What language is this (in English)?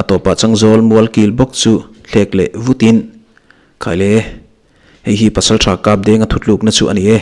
Mizo